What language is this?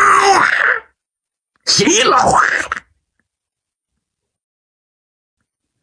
Chinese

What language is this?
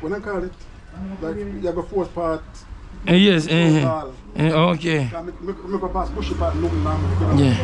Jamaican Creole English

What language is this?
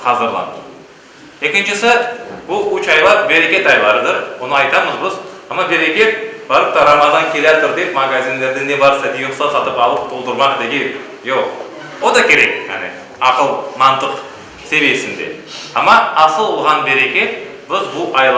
Crimean Tatar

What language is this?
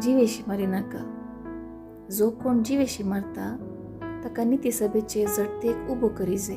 Konkani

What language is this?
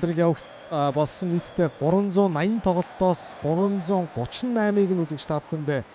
Mongolian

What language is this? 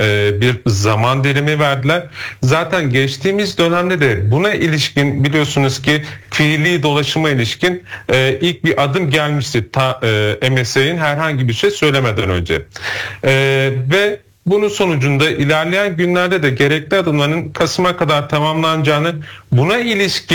Turkish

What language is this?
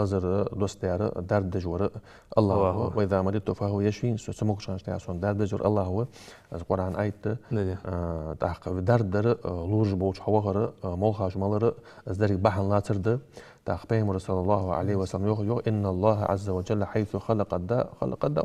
Ingush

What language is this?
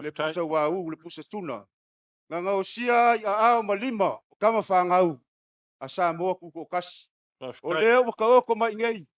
Samoan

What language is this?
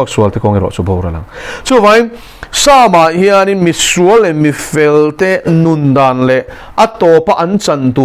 Mizo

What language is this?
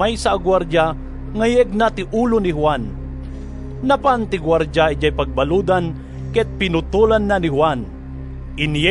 Iloko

